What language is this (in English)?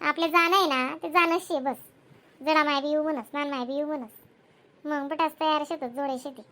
Khandesi